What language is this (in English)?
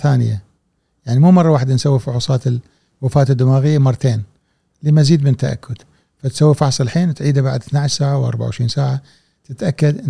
Gulf Arabic